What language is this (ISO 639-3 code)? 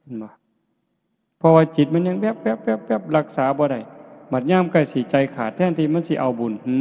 tts